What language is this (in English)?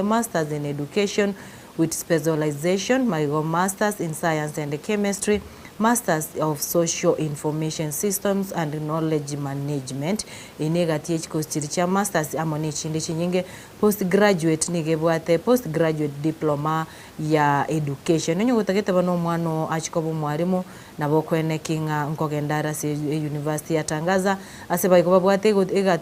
Gusii